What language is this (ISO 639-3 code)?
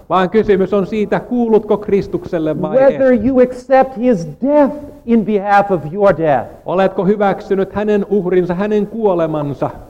fin